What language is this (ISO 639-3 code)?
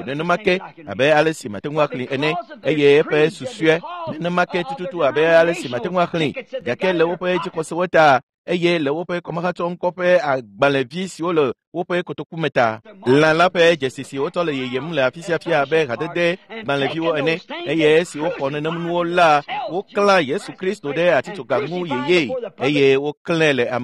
ewe